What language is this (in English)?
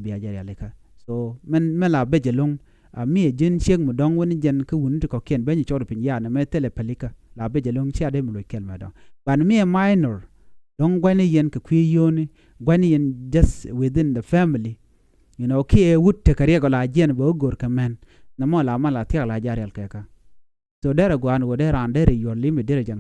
Nuer